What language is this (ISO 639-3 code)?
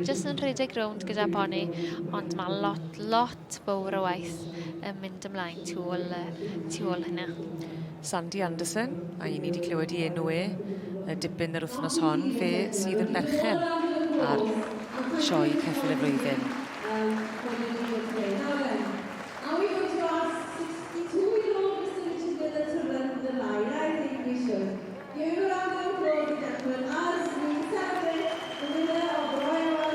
cym